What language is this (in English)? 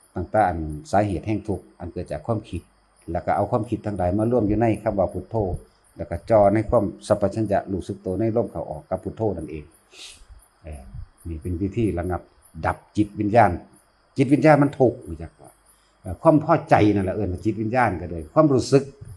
Northeastern Thai